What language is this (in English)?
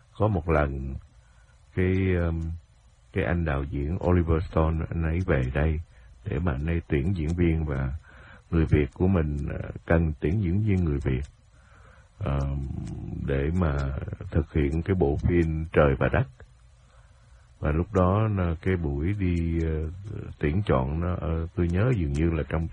Vietnamese